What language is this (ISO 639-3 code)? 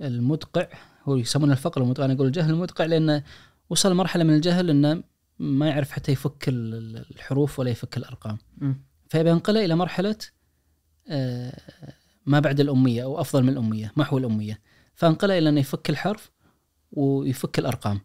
ars